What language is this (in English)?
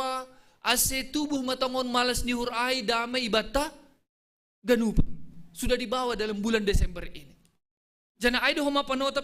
Batak Simalungun